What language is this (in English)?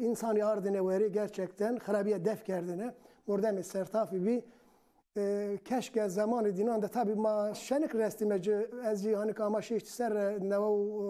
Zaza